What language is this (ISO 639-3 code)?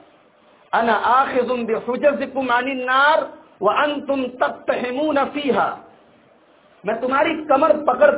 urd